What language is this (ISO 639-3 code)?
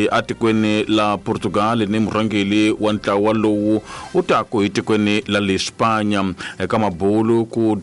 tso